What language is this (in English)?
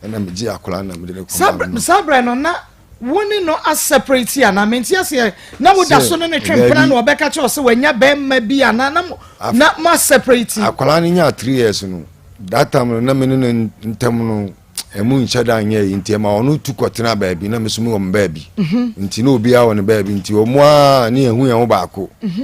Akan